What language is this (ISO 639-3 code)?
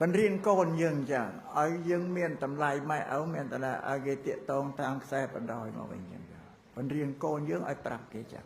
khm